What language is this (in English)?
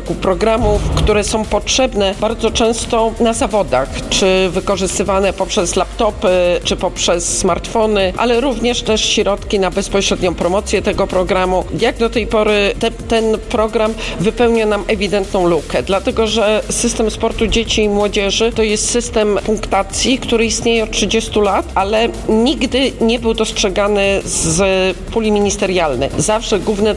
Polish